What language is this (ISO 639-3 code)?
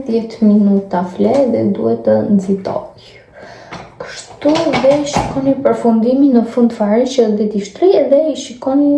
sqi